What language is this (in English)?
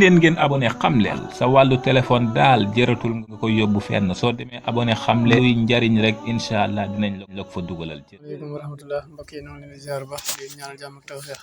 Wolof